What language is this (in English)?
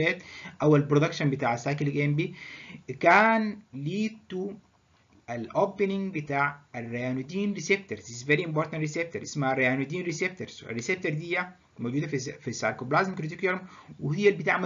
Egyptian Arabic